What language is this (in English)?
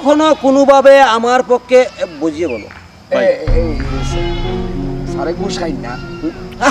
Sylheti